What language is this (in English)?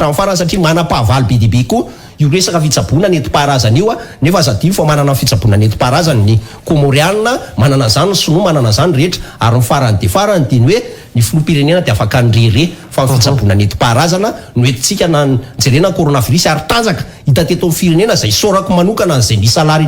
Malagasy